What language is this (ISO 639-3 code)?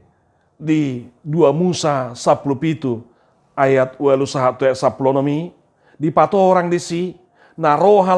bbc